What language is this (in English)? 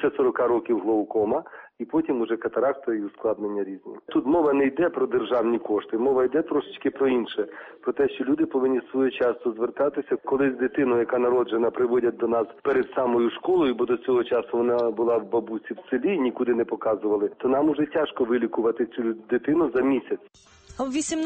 Ukrainian